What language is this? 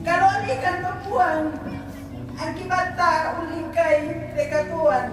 Toraja-Sa'dan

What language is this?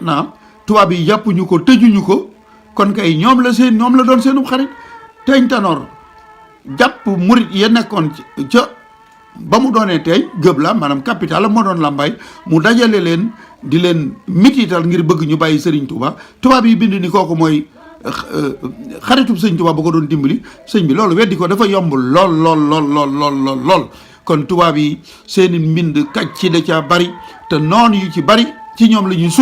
Wolof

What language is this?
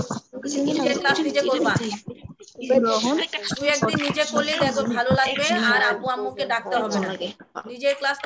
Bangla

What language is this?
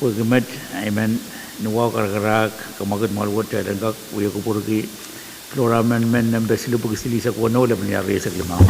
Pohnpeian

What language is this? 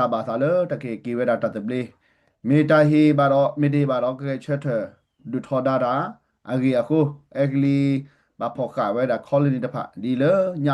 S'gaw Karen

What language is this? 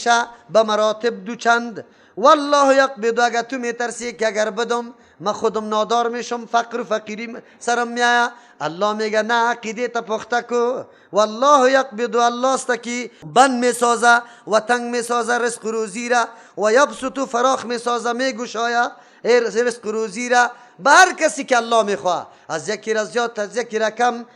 Persian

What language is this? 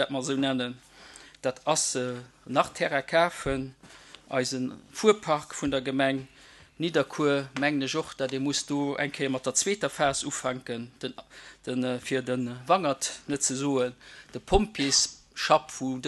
Luxembourgish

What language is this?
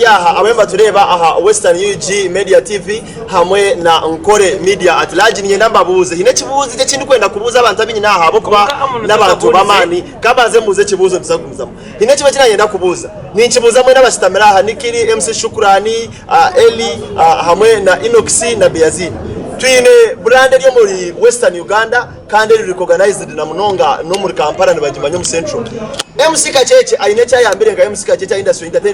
Nyankole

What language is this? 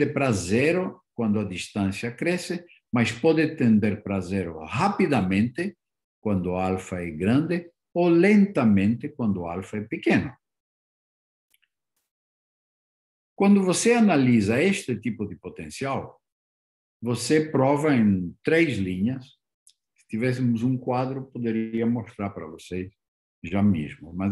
Portuguese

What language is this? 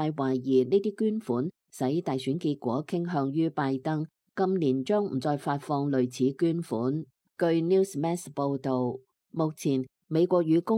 Cantonese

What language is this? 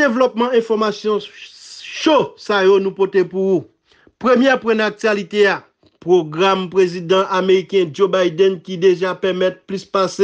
Haitian Creole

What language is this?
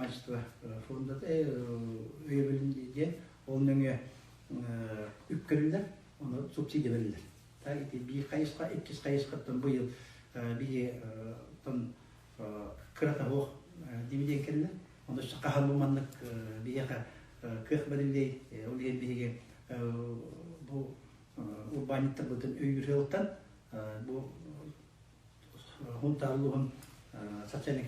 Yakut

